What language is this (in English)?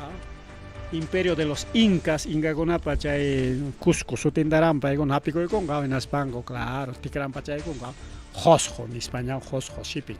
Ayacucho Quechua